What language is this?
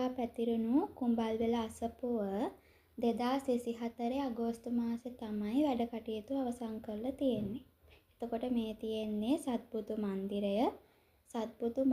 Sinhala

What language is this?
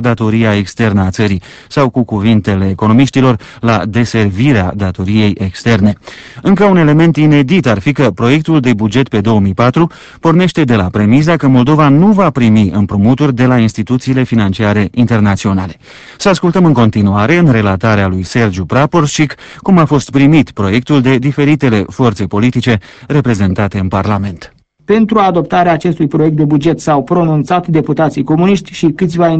Romanian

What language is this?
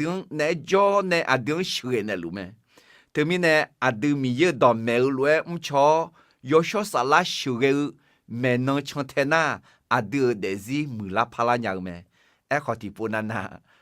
Akha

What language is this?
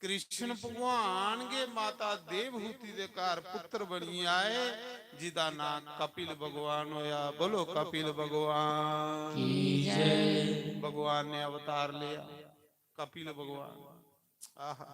Dogri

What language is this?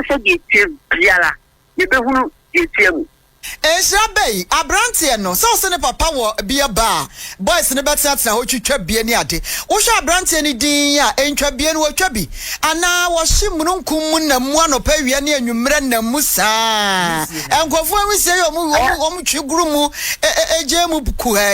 Akan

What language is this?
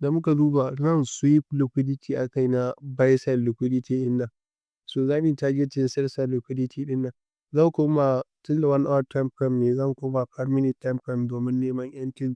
Hausa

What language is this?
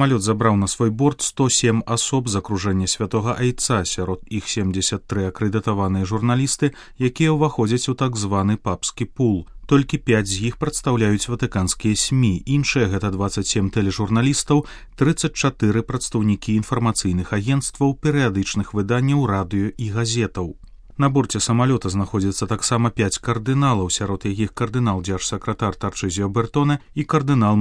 Belarusian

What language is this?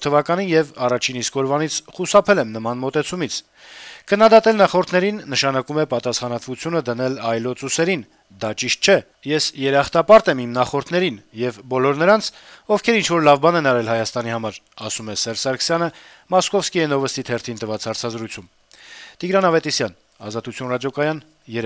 Armenian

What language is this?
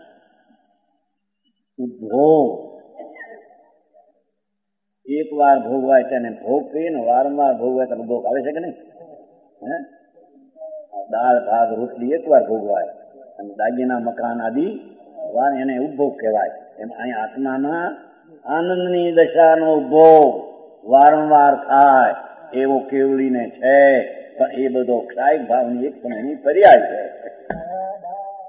Gujarati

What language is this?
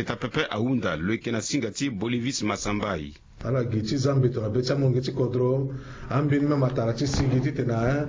Sango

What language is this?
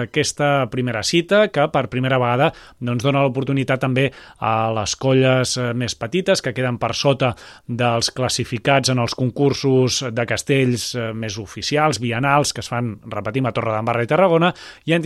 Catalan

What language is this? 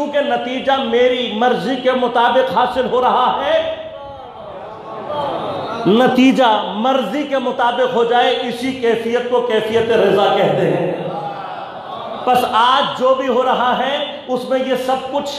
Urdu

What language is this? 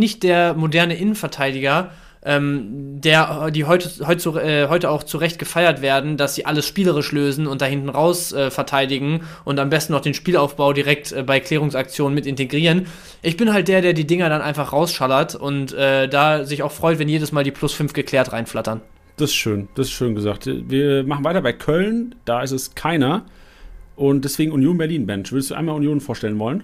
German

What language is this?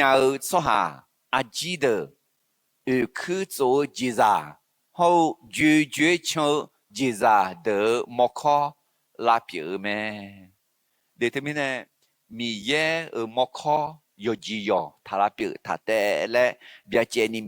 Akha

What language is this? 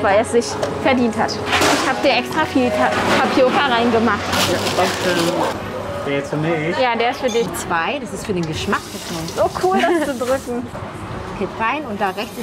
German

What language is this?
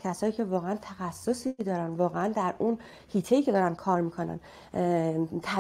Persian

